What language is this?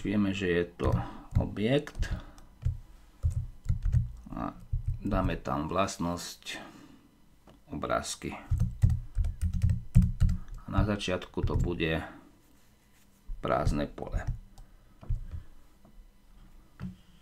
Slovak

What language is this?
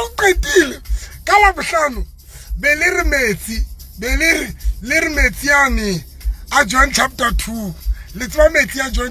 Southern Sotho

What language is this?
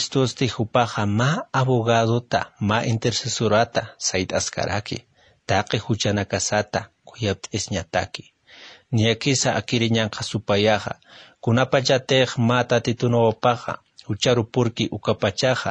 Aymara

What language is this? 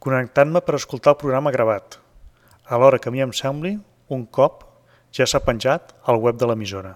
Catalan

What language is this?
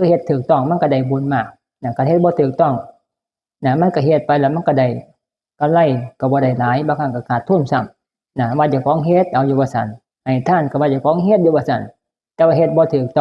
Northeastern Thai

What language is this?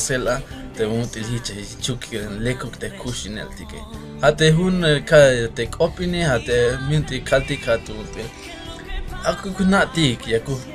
Tzeltal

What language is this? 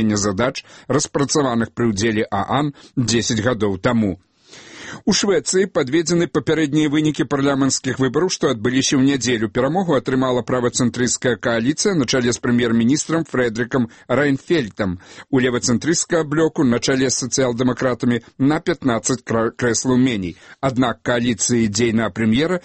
Belarusian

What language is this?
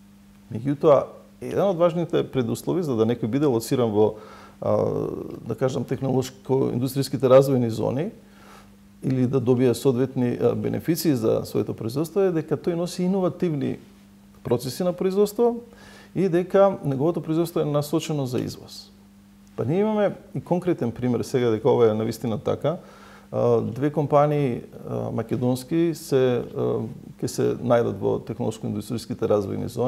Macedonian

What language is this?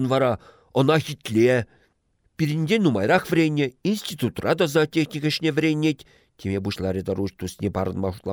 Chuvash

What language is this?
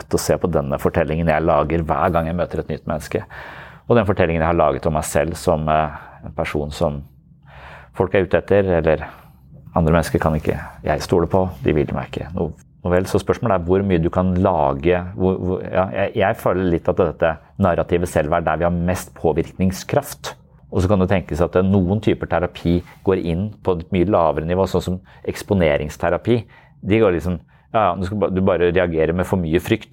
Norwegian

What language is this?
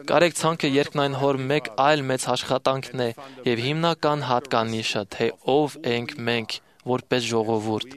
Armenian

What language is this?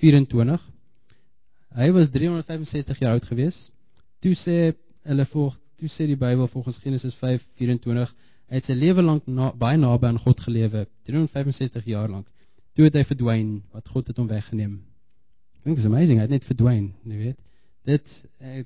Afrikaans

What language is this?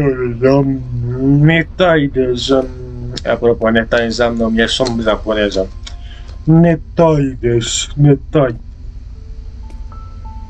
Romanian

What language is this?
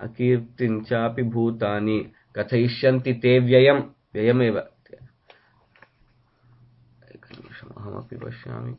Sanskrit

